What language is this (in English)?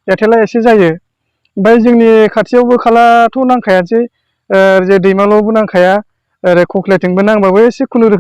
Bodo